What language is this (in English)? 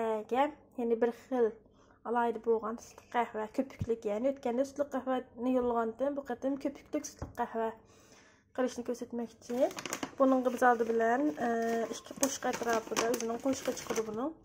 Uyghur